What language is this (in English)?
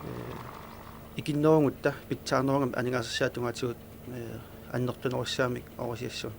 Kalaallisut